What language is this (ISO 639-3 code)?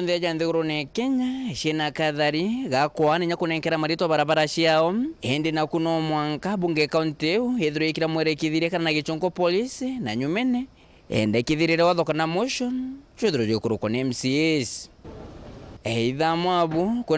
mer